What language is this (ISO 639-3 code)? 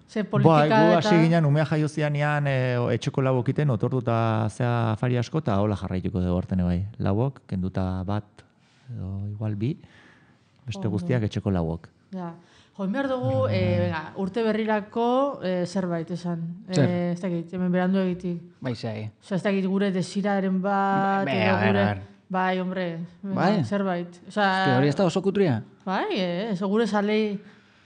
eus